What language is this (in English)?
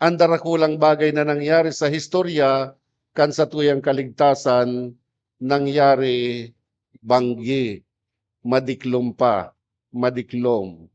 Bikol